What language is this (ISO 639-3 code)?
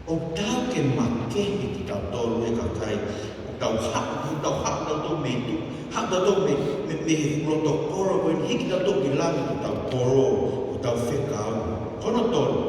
ton